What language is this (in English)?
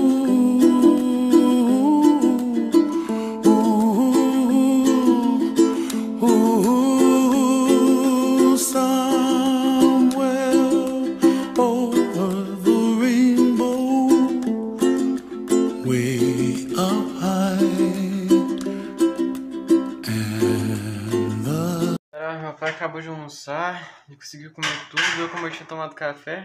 Portuguese